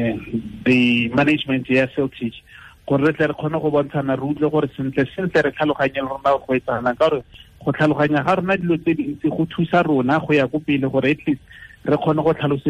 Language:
Tswana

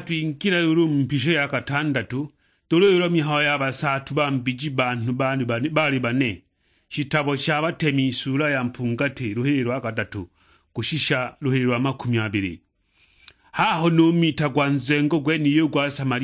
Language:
Sukuma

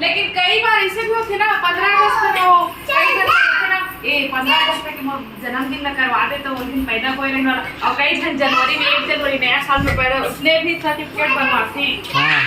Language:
Chhattisgarhi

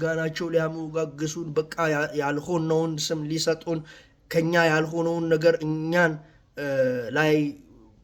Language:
Amharic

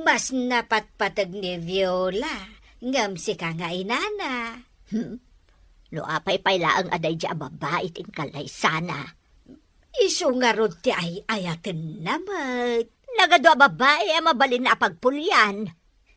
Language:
Iloko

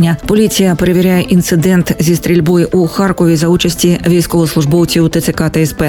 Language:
Ukrainian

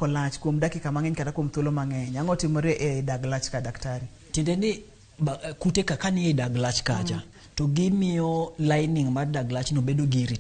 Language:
Luo (Kenya and Tanzania)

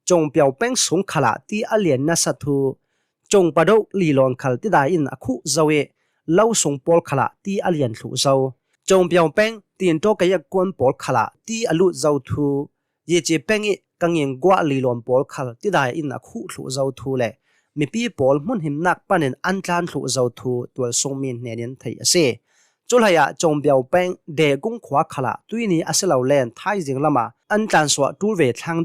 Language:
Hakha Chin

